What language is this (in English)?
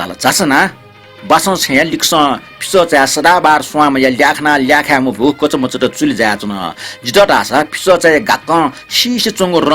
Newari